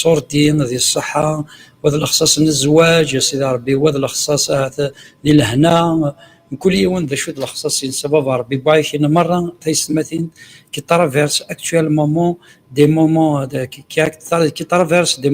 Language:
Kabyle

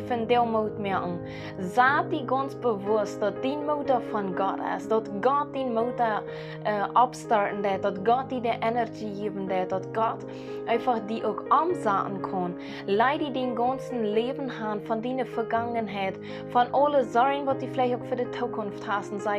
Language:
Plautdietsch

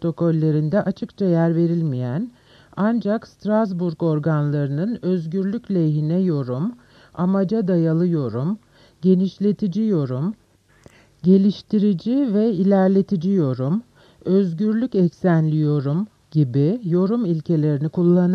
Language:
Turkish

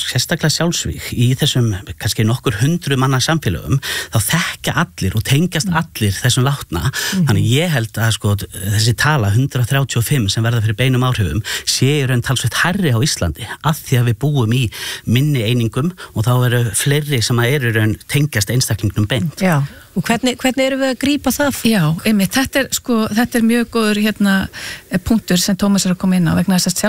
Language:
Icelandic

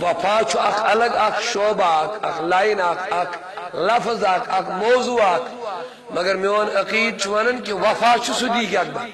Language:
Kashmiri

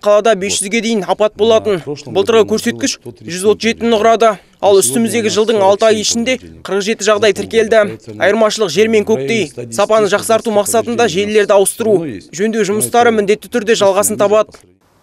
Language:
Kazakh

